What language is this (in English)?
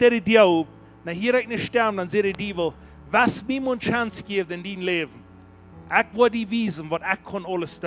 Plautdietsch